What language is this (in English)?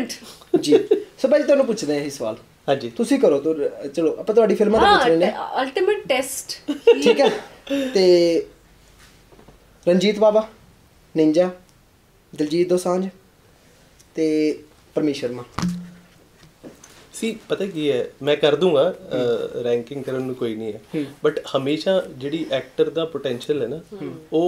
Punjabi